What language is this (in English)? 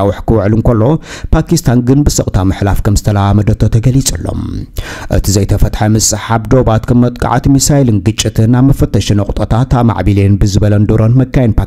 Tigrinya